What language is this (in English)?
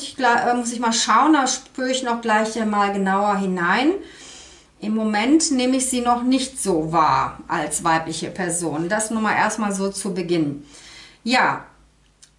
German